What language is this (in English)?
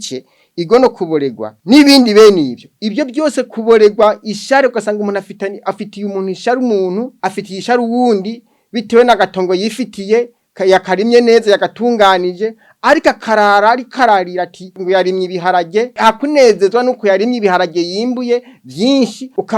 Rundi